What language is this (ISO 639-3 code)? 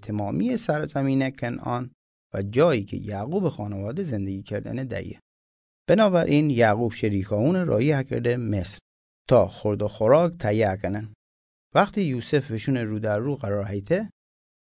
mzn